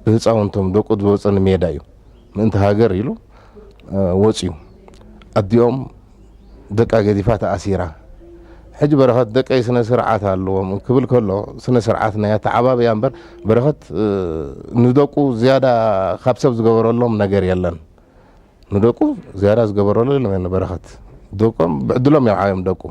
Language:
Tigrinya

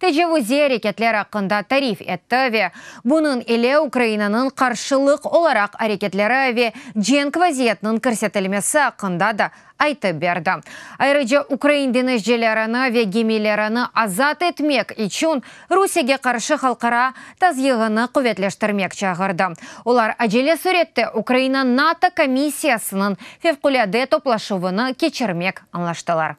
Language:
Crimean Tatar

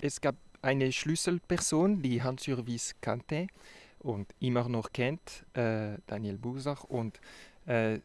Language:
Swiss German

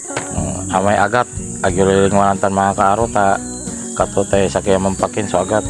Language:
Pangasinan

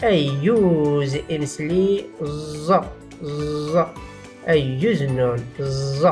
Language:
Tachelhit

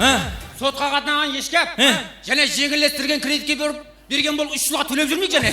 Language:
Kara-Kalpak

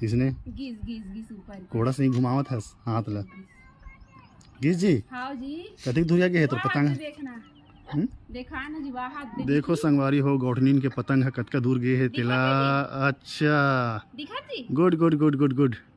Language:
Chhattisgarhi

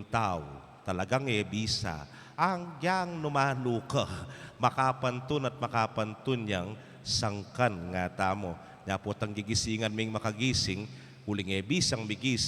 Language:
Pampanga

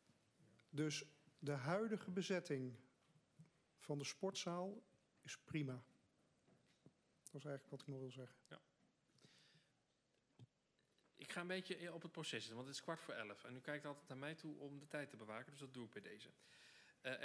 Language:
Dutch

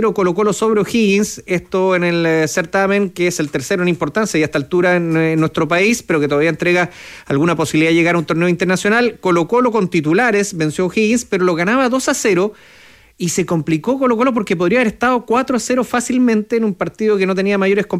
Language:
Spanish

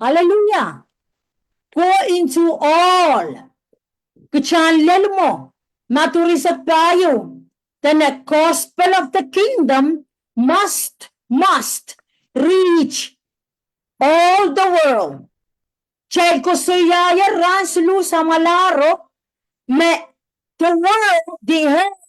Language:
Pohnpeian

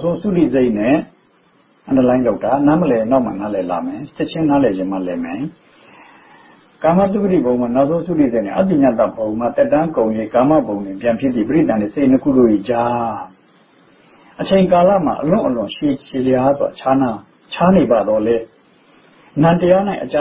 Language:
Burmese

